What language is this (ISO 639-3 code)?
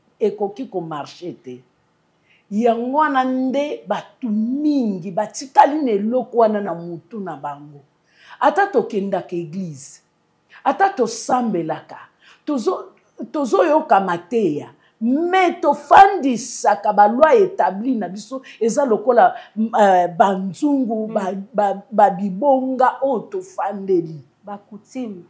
lin